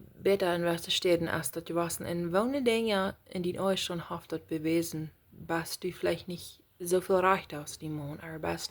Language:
Plautdietsch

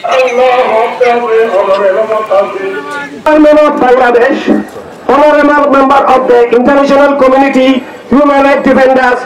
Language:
Rohingya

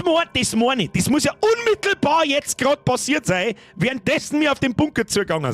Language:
Bavarian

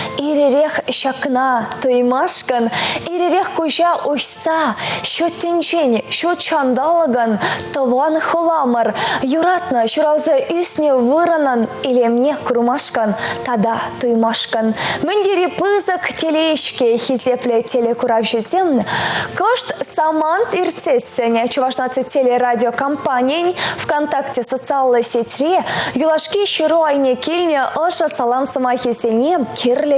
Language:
Chuvash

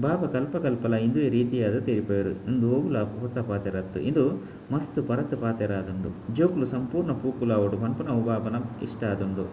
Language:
Tulu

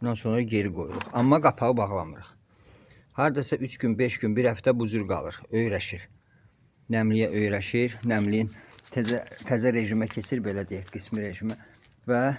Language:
Azerbaijani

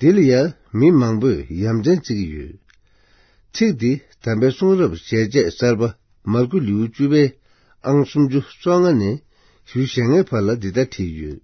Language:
Tibetan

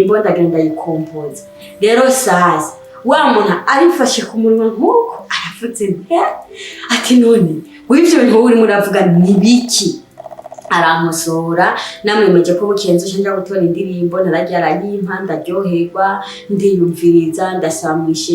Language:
Rundi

